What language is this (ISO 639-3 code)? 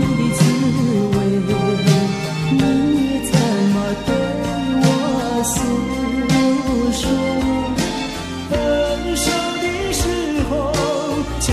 zho